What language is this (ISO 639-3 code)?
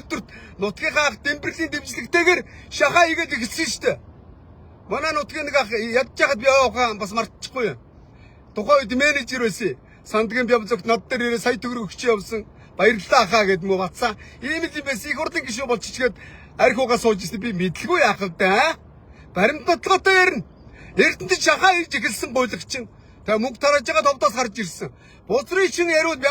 mon